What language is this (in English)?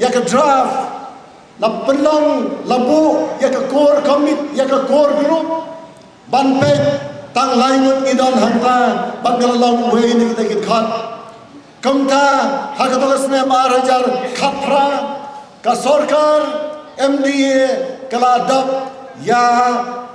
Khasi